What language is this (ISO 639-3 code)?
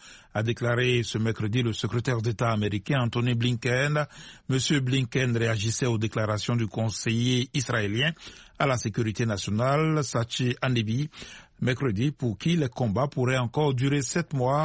fra